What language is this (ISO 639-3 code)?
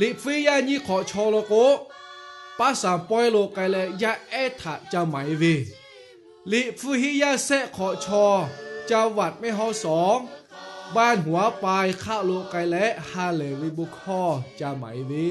lhu